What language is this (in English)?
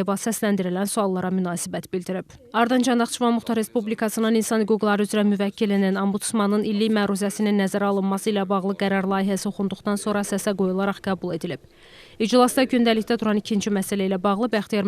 Azerbaijani